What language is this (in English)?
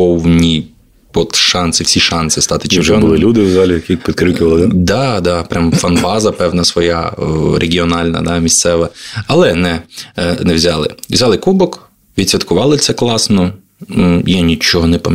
Ukrainian